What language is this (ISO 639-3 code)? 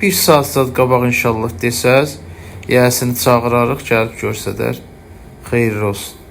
aze